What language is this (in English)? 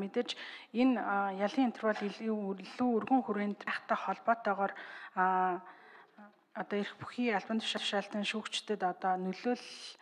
Mongolian